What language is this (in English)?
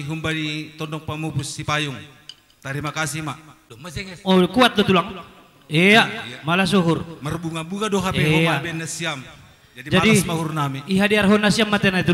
Batak Simalungun